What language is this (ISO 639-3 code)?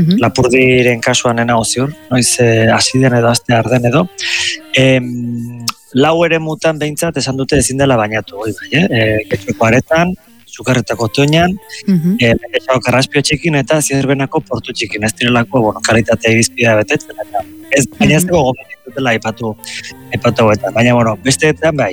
eus